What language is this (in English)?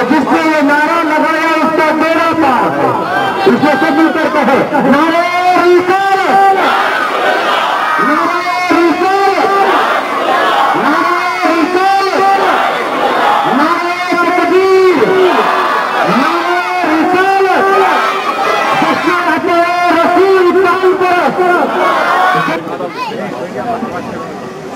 Urdu